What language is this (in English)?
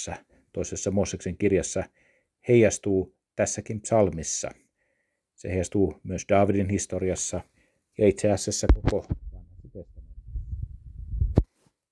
Finnish